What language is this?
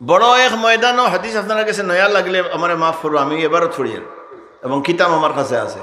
Sylheti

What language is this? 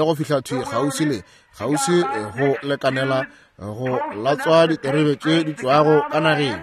Northern Sotho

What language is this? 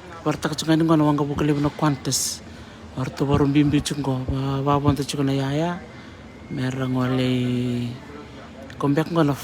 Fijian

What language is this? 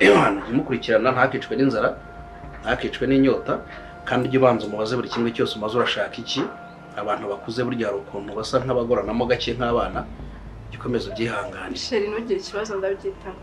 Kinyarwanda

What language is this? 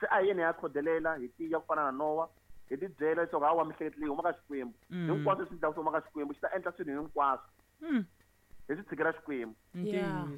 Tsonga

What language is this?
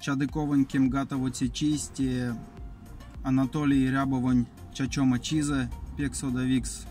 Erzya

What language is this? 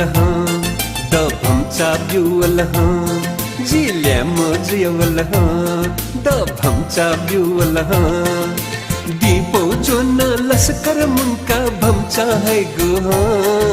Newari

